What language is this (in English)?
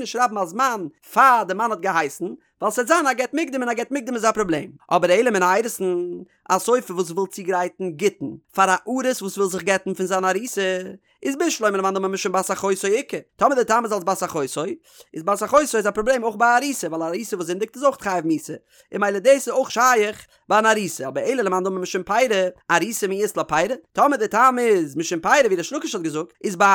Yiddish